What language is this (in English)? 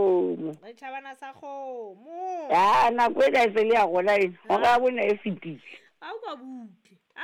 Southern Sotho